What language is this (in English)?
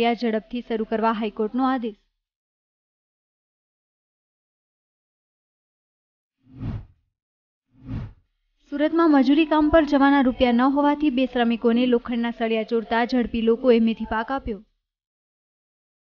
Gujarati